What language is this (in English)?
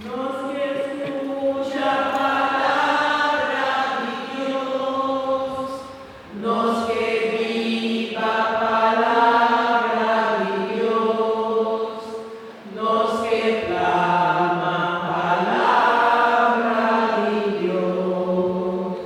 Papiamento